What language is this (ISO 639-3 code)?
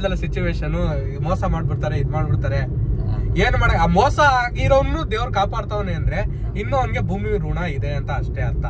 kan